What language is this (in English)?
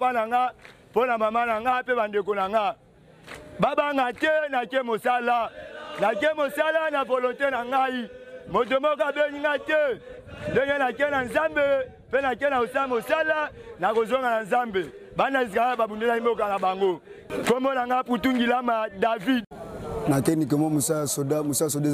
Lingala